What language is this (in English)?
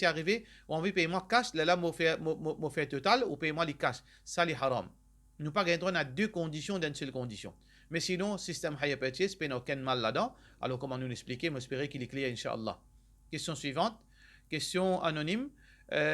Morisyen